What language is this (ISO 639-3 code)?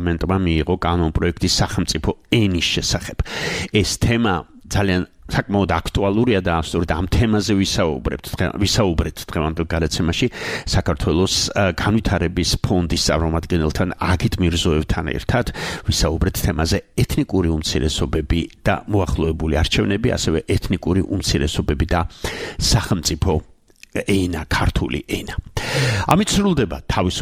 kat